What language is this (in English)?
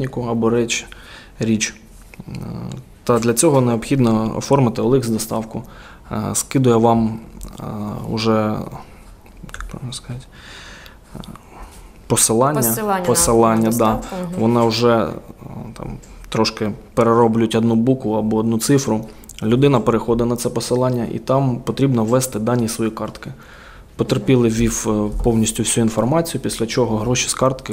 Ukrainian